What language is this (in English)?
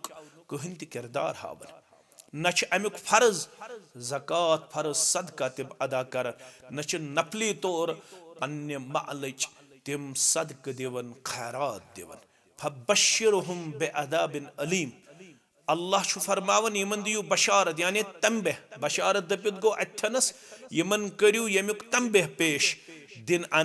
Kashmiri